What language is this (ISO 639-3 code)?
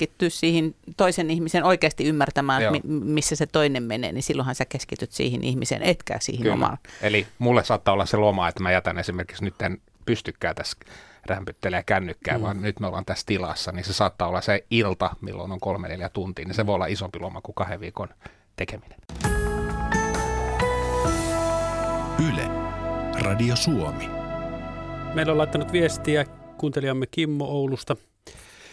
fin